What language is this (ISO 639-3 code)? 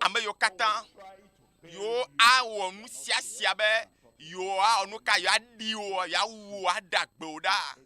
ewe